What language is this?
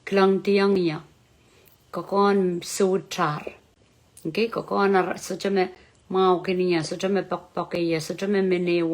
Pohnpeian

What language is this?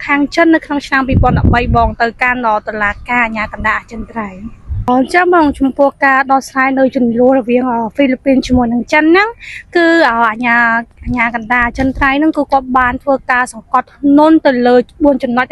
Khmer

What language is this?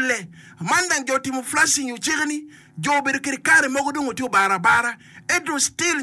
Acoli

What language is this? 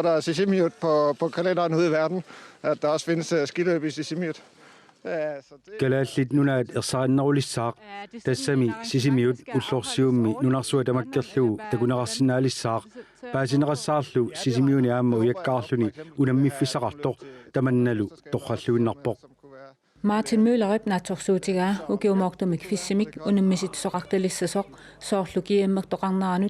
Kalaallisut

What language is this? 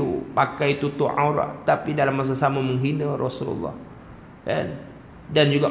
Malay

